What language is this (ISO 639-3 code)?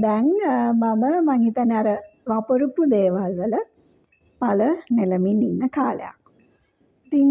sin